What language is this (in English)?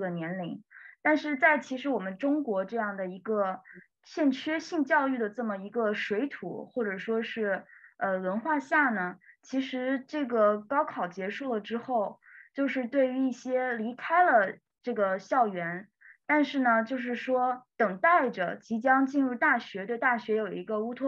Chinese